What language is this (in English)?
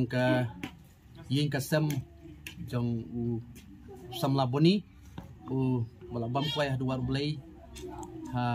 Khasi